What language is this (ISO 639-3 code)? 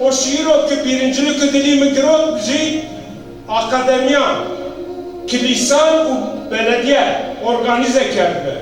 zza